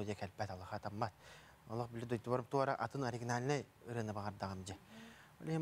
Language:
Yakut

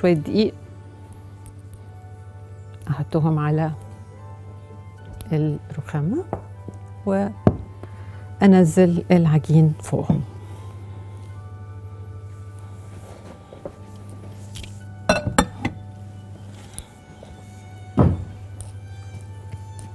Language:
Egyptian Arabic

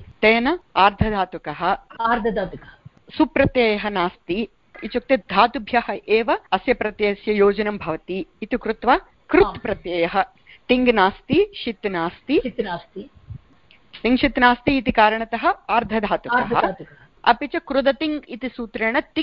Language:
Sanskrit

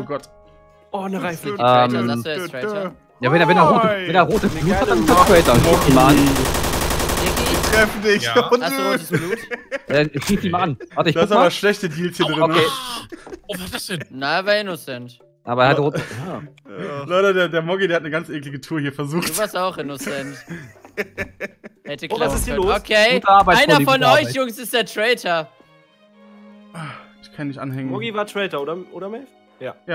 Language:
German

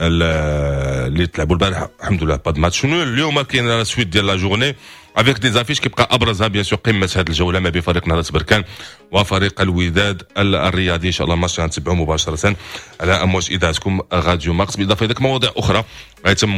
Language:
Moroccan Arabic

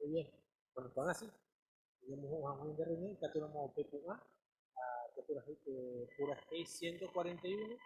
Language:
Guarani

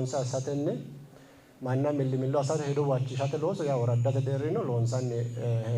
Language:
Sidamo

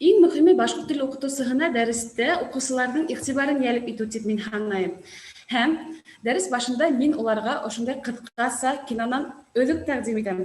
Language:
Bashkir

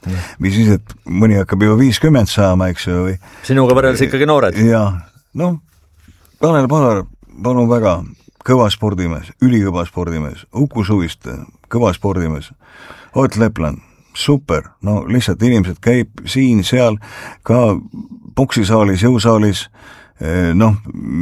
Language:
Estonian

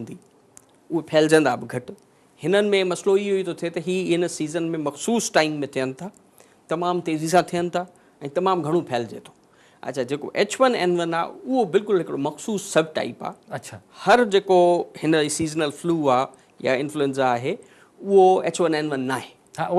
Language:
Sindhi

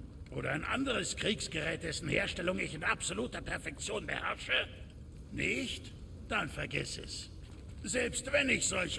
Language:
Bavarian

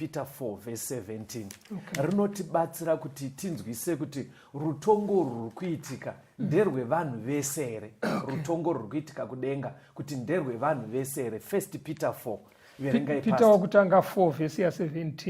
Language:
Shona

